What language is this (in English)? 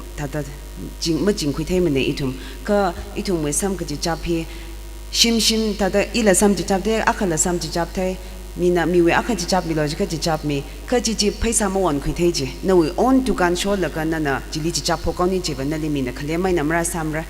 Tangkhul Naga (India)